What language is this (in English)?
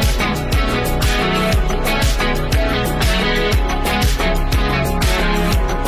Persian